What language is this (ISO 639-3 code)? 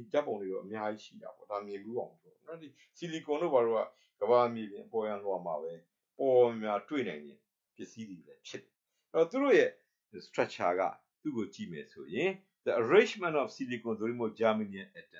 mya